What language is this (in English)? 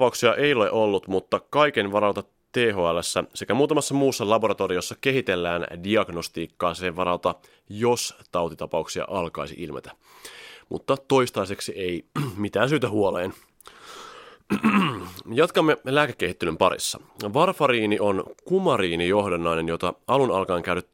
Finnish